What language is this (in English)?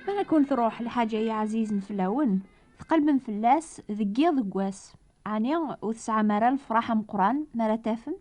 Kabyle